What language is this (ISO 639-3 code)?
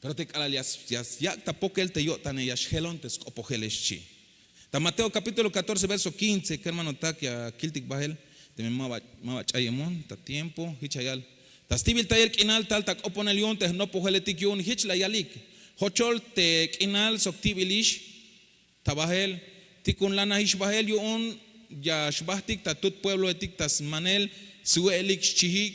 tzh